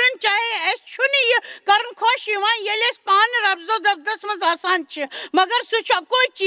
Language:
Kashmiri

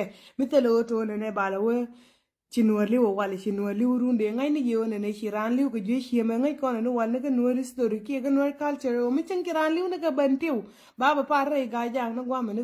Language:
Nuer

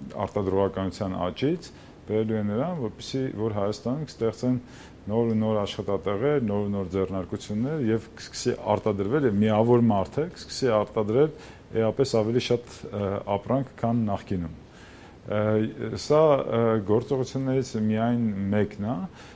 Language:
Armenian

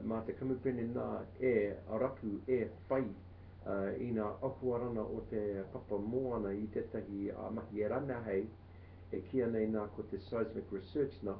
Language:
Māori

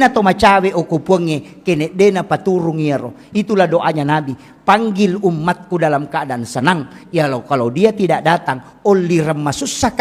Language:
Buginese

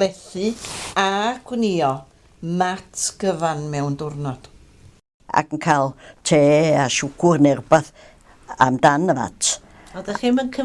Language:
Welsh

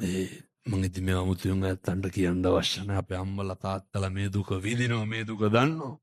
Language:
Sinhala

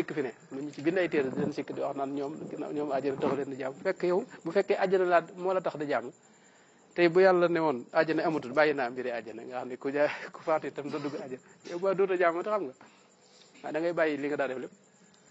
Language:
Wolof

